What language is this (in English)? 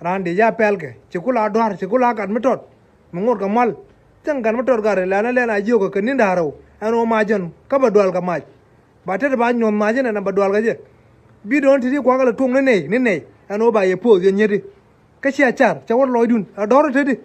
Nuer